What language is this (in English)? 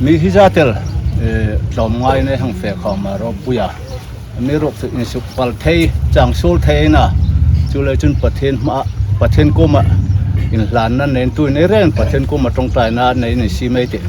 Hmar